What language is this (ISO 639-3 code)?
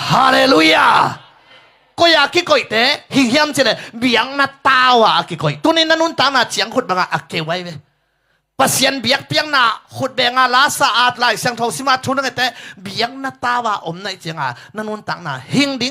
ctd